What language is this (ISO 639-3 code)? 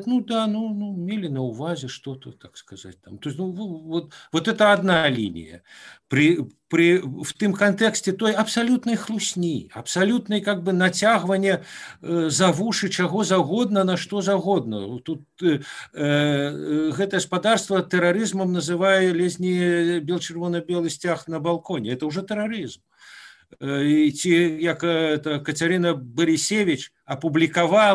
bel